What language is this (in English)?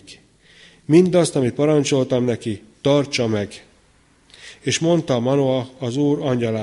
Hungarian